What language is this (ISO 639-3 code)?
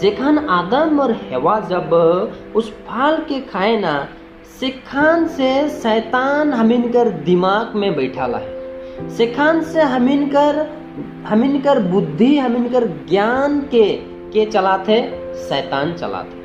sck